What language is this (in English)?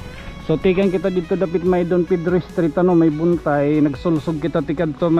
Waray